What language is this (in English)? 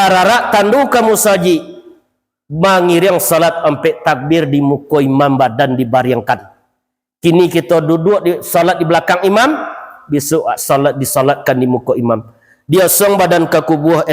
Minangkabau